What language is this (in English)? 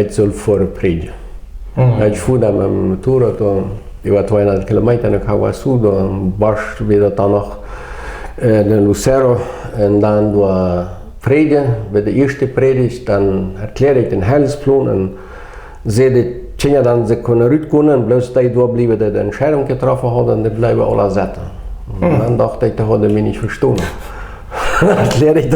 Plautdietsch